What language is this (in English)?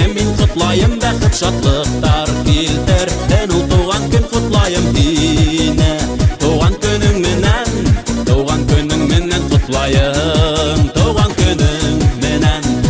Bashkir